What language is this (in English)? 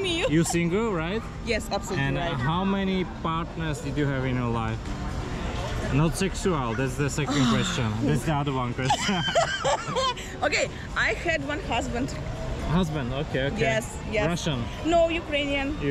Slovak